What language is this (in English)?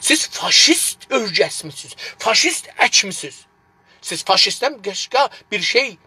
South Azerbaijani